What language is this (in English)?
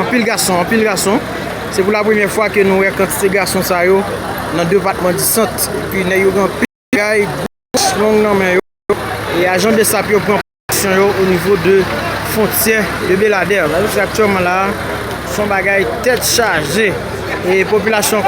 Haitian Creole